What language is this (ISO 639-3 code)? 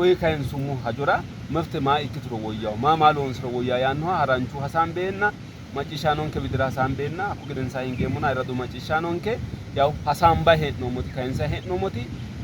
sid